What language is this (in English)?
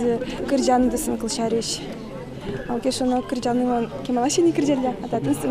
Udmurt